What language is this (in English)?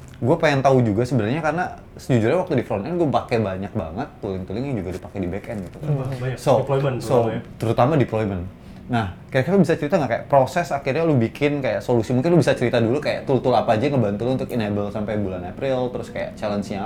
Indonesian